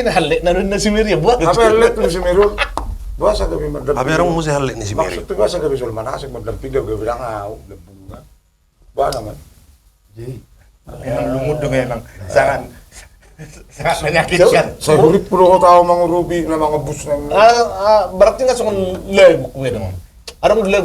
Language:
Batak Toba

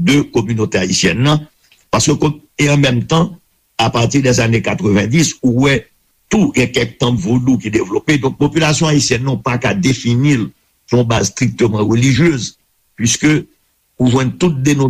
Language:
Haitian Creole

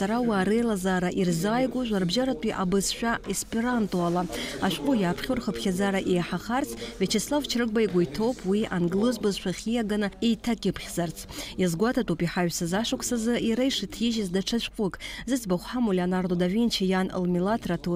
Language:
Abkhazian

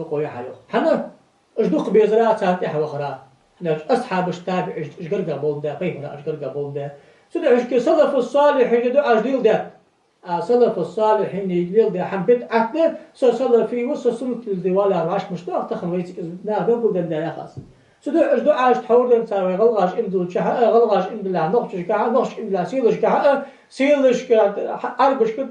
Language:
Ingush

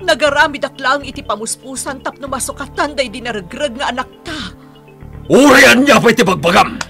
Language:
Iloko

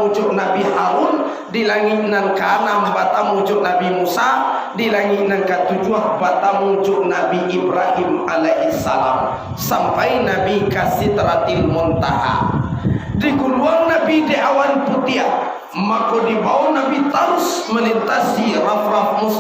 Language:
Minangkabau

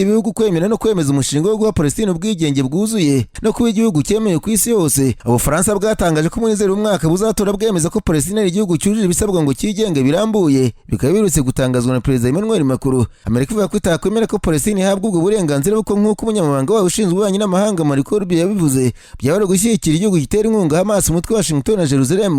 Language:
Kinyarwanda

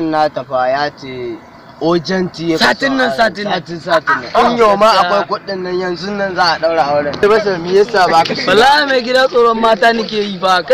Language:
Hausa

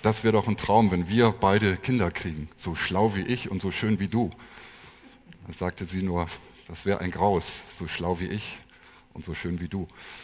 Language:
German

